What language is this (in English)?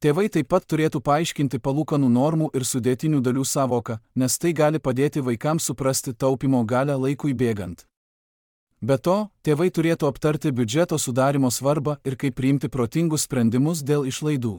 Lithuanian